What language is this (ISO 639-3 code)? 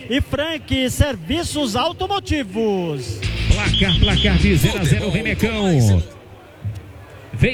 por